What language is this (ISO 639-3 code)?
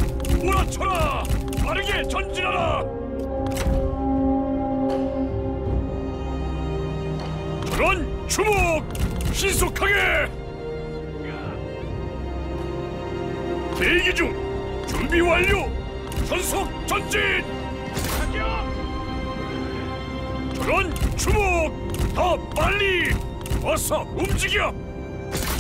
kor